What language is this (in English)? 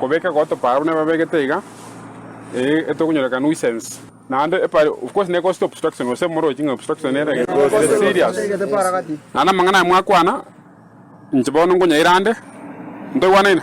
Gusii